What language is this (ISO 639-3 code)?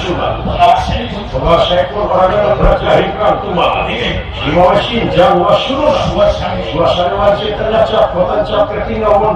sun